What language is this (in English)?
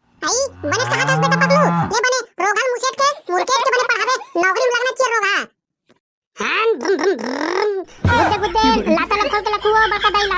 Chhattisgarhi